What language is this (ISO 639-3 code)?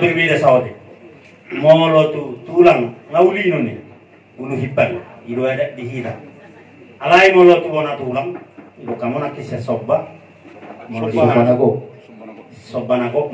bbc